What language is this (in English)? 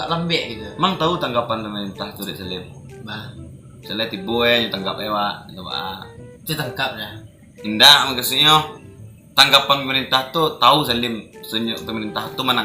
Minangkabau